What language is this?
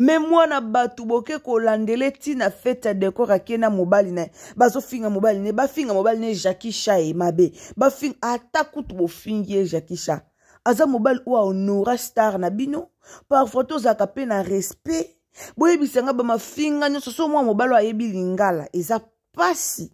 Lingala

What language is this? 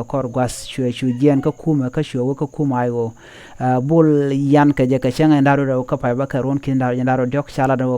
Nuer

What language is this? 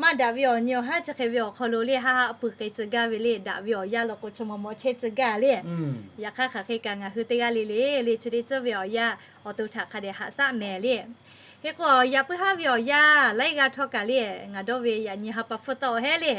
Lahu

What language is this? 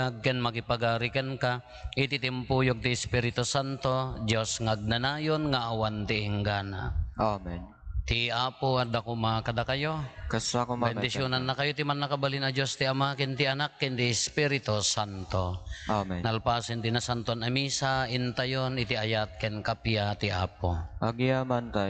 Iloko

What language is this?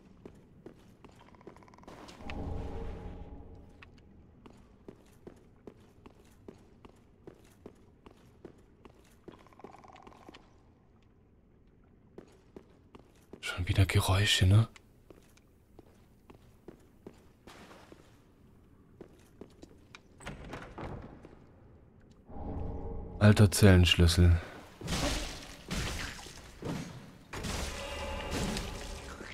German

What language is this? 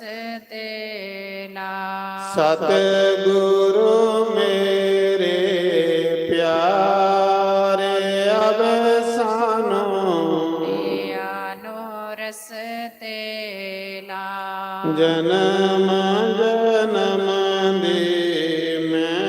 Dogri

